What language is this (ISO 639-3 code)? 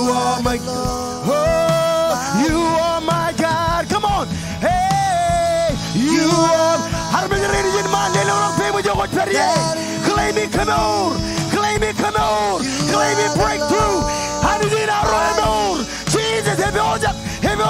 mah